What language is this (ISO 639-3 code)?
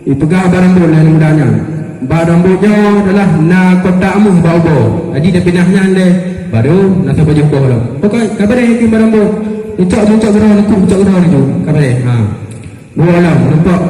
ace